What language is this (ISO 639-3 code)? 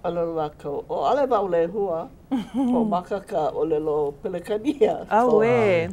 haw